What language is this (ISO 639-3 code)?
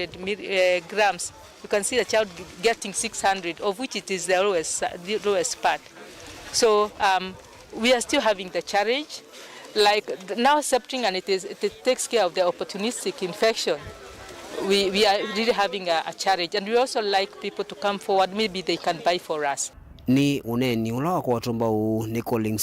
kam